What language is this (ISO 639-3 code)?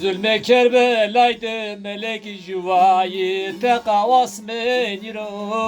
zza